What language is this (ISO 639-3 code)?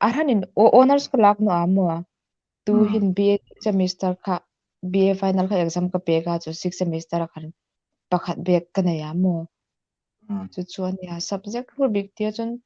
hmr